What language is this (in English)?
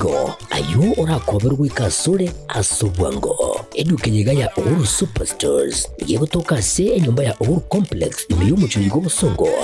Gusii